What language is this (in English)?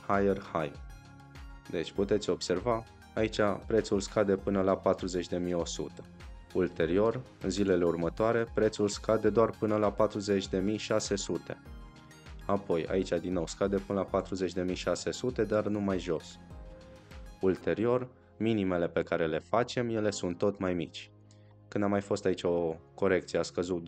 Romanian